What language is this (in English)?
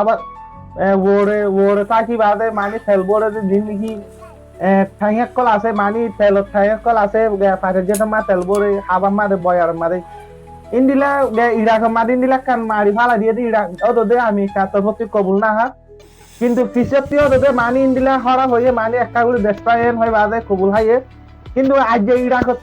Rohingya